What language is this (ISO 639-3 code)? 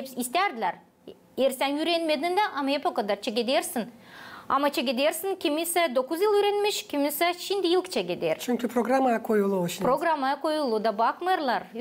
gag